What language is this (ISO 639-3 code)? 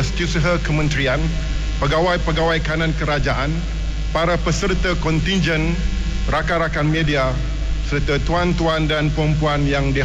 msa